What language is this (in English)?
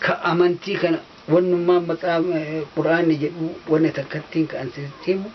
Oromo